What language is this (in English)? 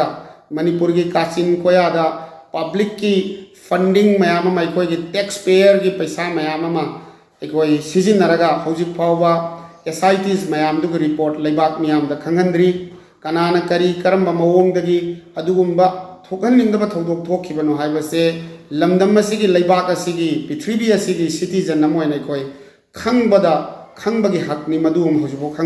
Manipuri